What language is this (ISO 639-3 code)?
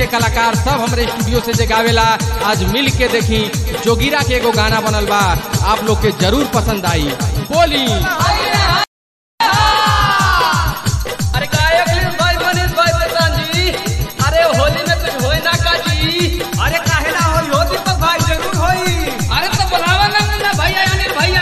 bho